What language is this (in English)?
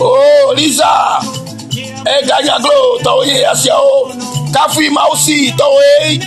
Ewe